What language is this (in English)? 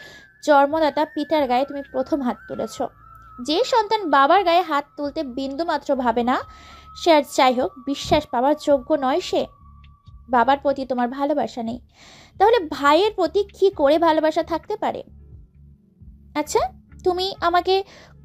Bangla